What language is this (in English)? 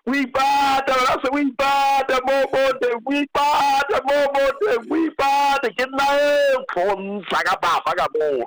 Southern Sotho